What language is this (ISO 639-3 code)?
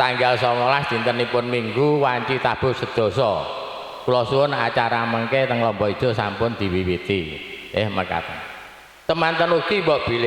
jav